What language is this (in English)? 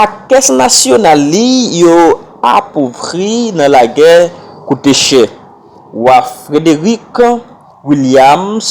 Haitian Creole